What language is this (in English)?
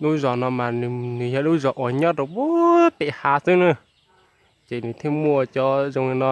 Hmong